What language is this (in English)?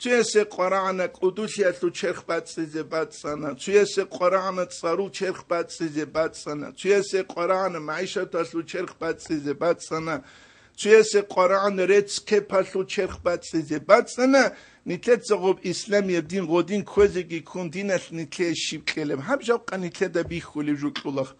Avaric